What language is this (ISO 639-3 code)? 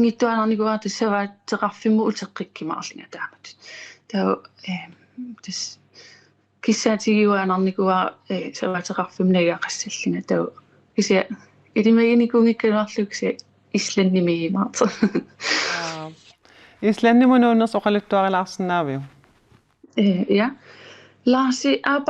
kal